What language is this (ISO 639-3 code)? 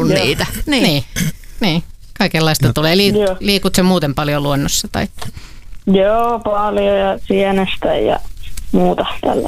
fin